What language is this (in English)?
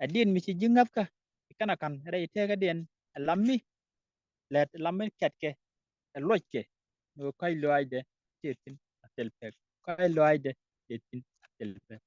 Nuer